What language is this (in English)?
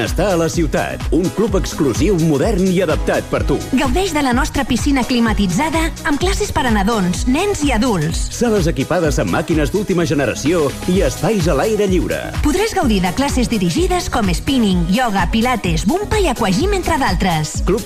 Catalan